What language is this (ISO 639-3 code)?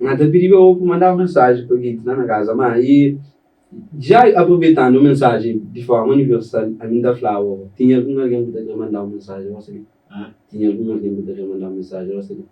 kea